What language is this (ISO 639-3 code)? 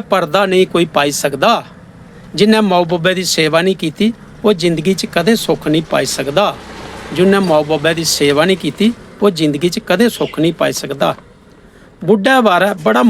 doi